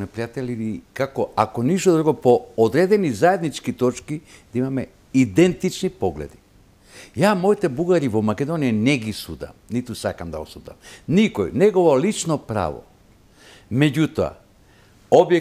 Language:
Macedonian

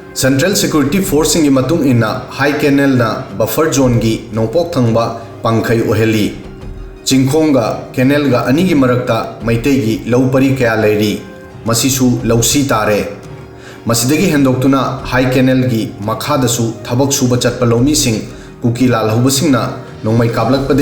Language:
Manipuri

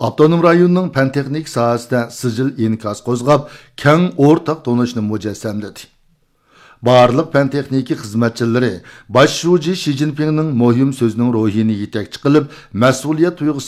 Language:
Uyghur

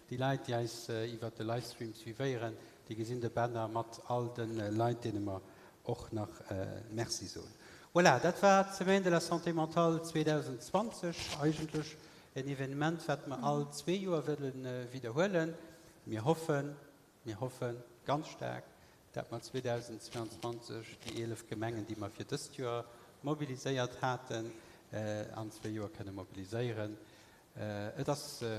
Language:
Luxembourgish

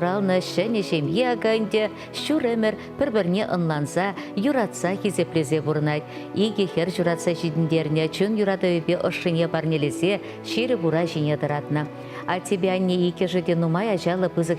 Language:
Chuvash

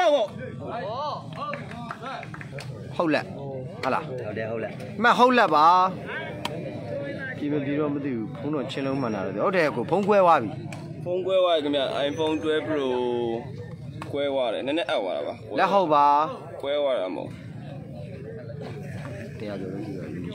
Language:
Burmese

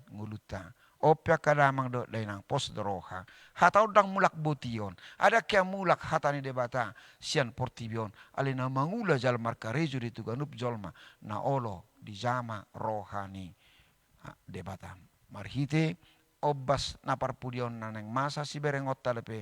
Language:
Batak Toba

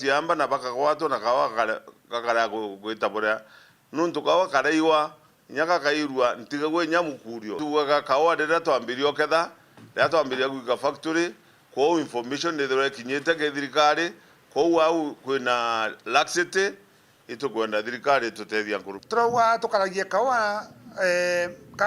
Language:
Meru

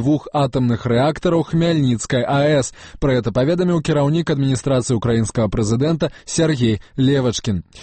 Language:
Belarusian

